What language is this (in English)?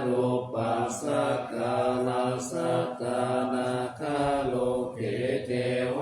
Pali